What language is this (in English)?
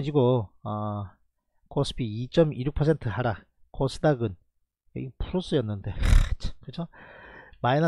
Korean